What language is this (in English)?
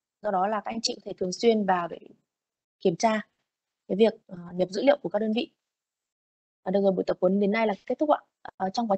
Vietnamese